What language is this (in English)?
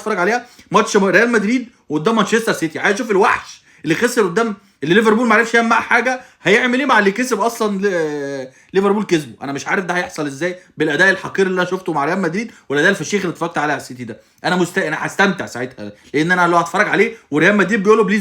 Egyptian Arabic